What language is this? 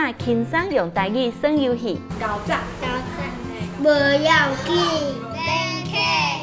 Min Nan Chinese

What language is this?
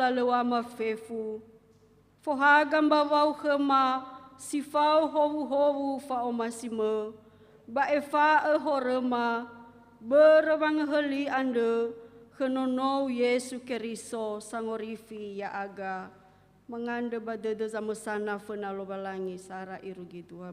Nias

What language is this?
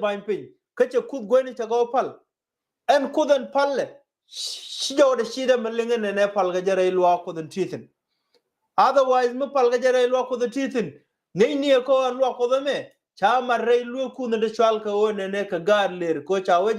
Nuer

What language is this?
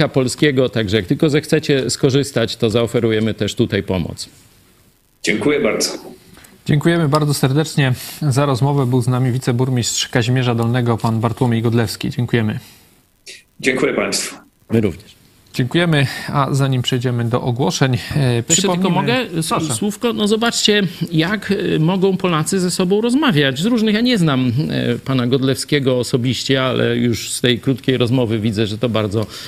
Polish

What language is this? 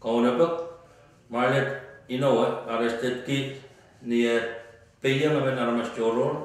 Pohnpeian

